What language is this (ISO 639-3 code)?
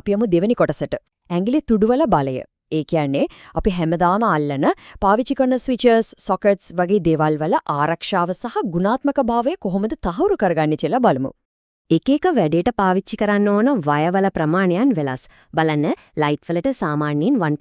sin